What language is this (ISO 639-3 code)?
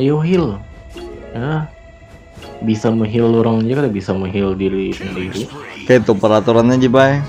bjn